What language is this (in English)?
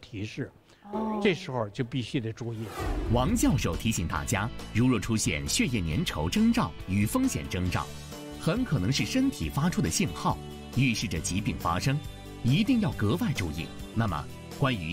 Chinese